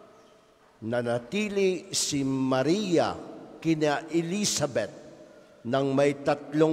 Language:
Filipino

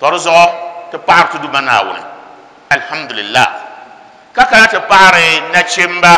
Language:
Dagbani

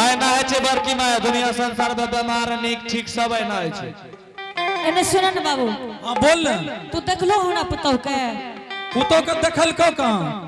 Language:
Angika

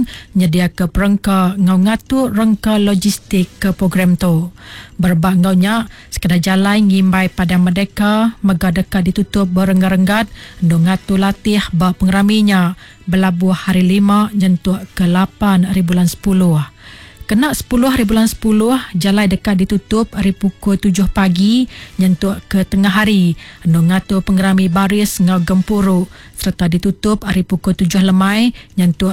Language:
Iban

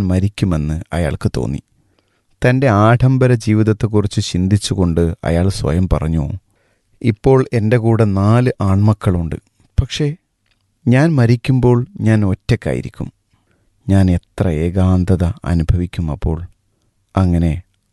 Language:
Malayalam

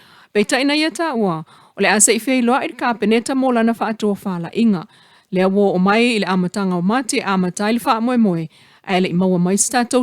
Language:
Samoan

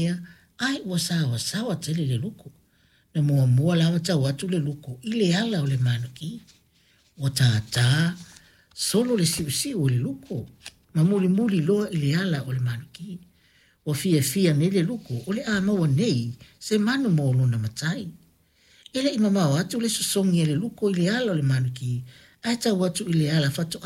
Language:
Samoan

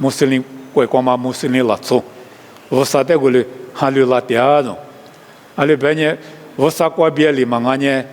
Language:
Lisu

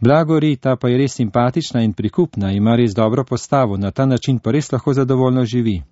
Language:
Slovenian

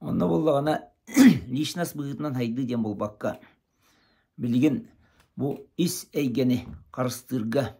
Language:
Yakut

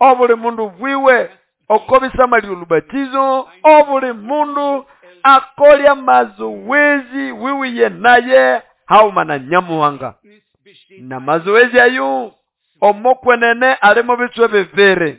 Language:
Nande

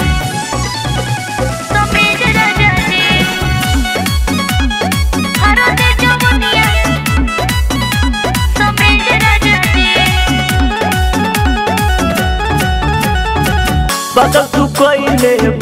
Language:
Bhojpuri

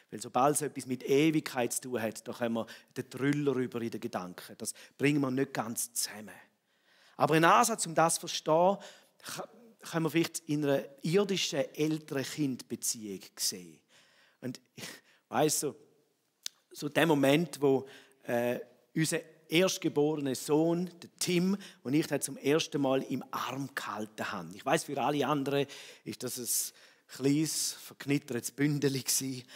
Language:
Swiss German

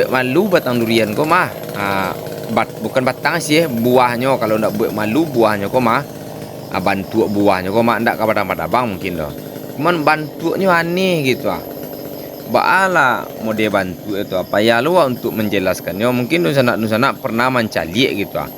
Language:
Minangkabau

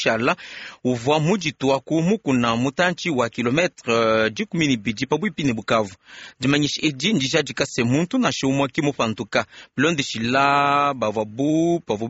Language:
Luba-Lulua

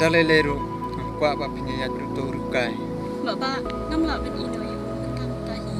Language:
Khasi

